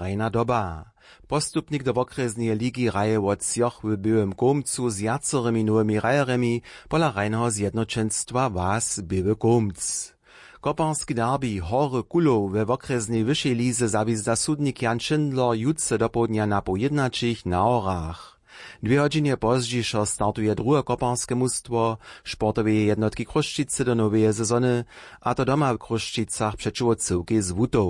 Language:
Upper Sorbian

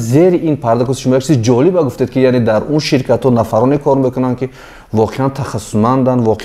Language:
Tajik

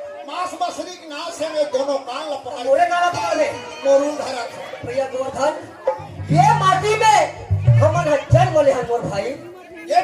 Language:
Chhattisgarhi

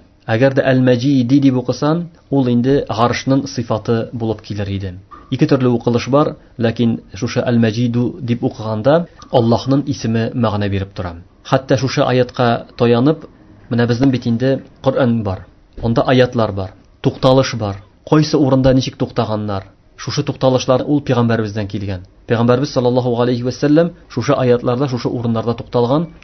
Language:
Tatar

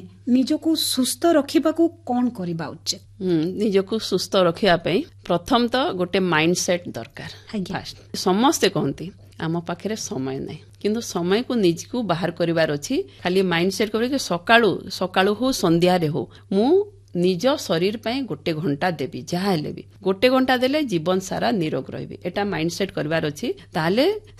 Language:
Odia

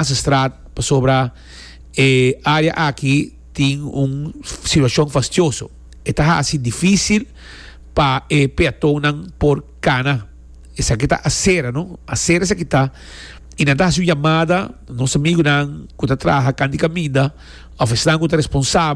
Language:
Papiamento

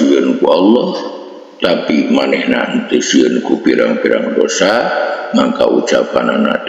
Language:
Sundanese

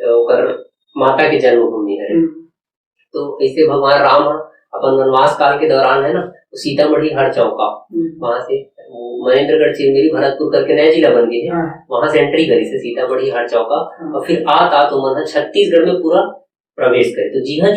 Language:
Chhattisgarhi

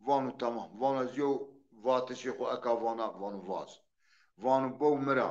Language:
Zaza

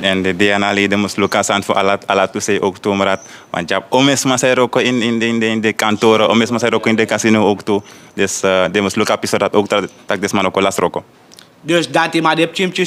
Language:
Sranan Tongo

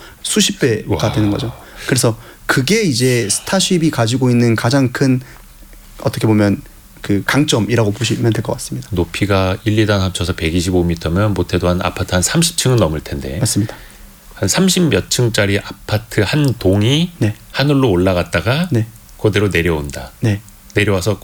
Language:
Korean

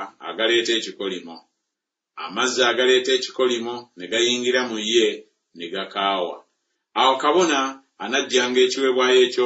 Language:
Ganda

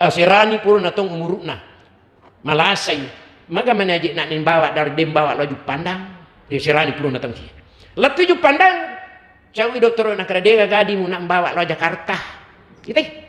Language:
Buginese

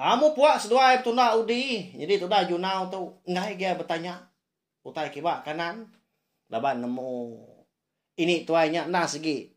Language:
Iban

